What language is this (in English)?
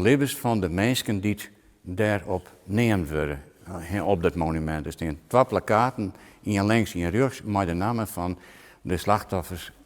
Western Frisian